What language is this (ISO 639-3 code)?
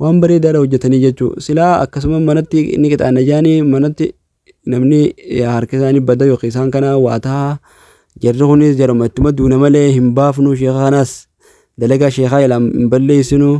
orm